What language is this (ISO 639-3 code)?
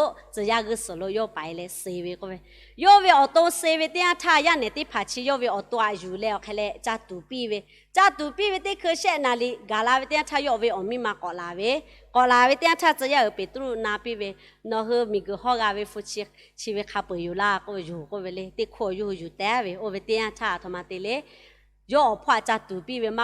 lhu